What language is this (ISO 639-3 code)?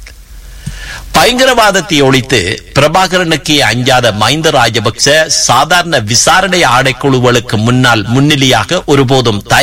tam